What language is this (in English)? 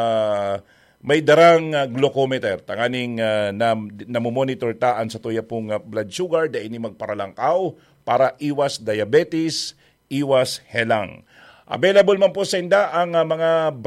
Bikol